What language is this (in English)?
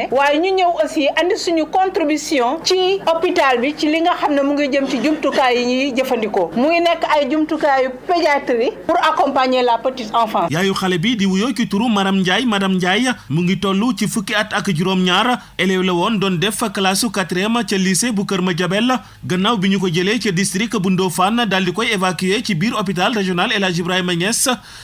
Wolof